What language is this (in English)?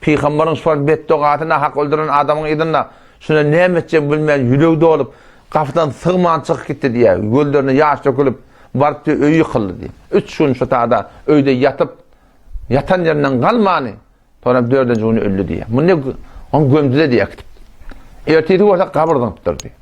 Turkmen